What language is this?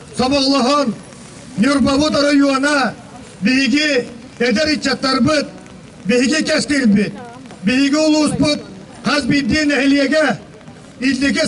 Yakut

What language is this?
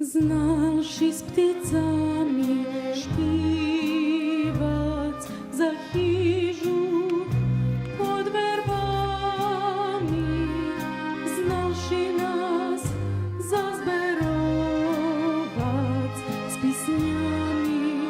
Rusyn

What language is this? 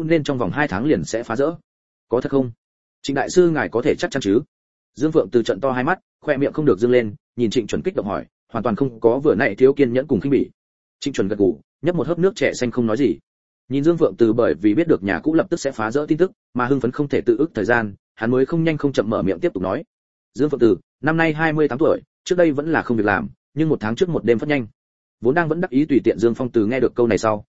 Vietnamese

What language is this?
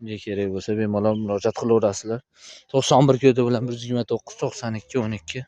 Uzbek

